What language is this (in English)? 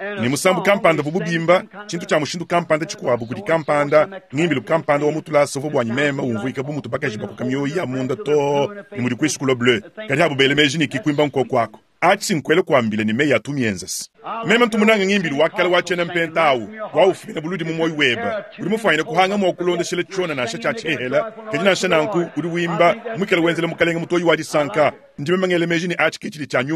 Luba-Lulua